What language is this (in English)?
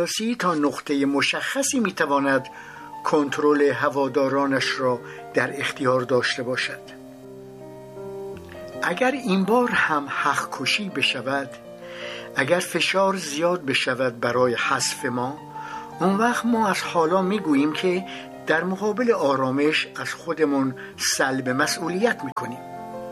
Persian